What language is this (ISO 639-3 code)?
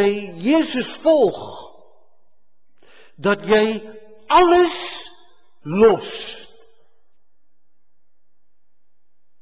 afr